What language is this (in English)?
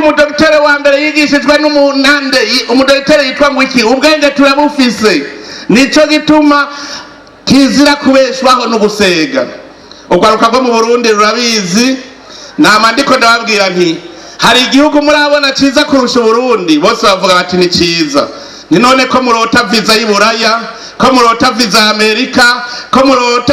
Rundi